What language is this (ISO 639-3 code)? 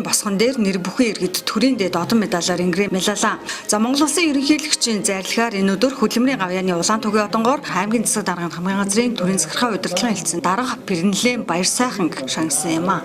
mon